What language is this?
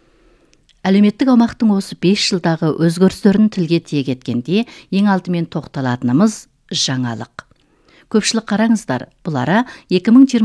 Kazakh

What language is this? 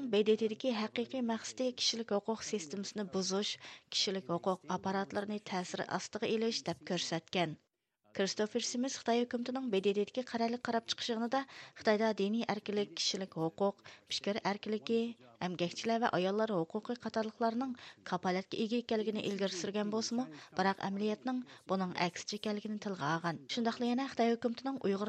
Uyghur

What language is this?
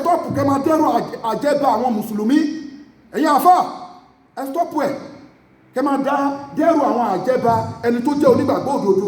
Yoruba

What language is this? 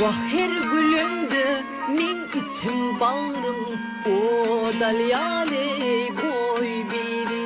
Turkmen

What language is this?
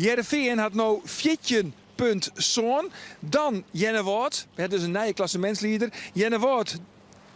Western Frisian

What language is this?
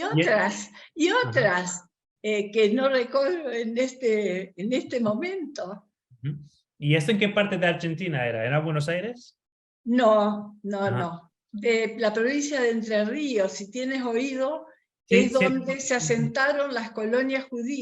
Ladino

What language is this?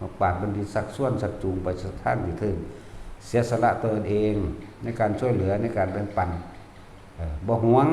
Northeastern Thai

